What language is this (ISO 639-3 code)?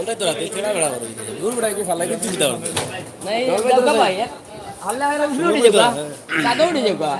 syl